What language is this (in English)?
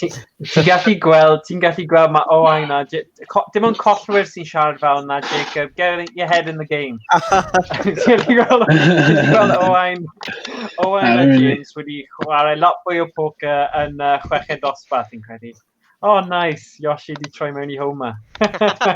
Welsh